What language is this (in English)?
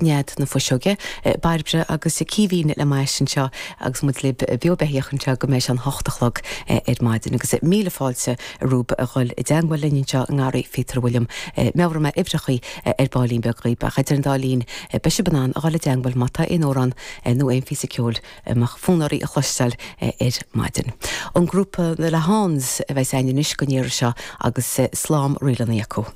Irish